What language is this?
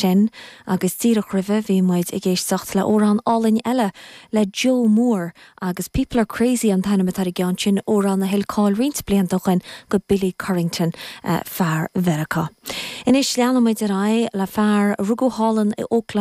Irish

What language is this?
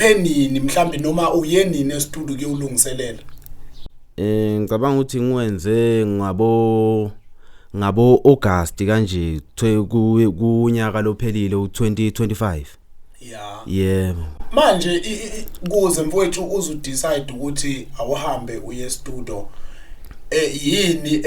Zulu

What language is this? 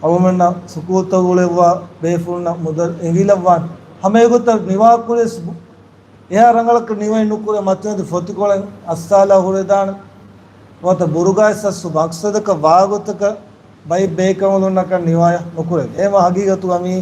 Divehi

